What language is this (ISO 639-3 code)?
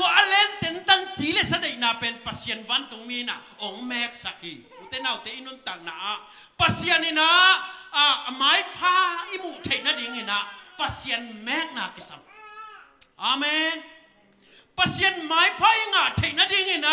ctd